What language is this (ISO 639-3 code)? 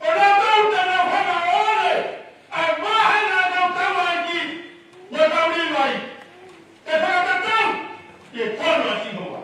ton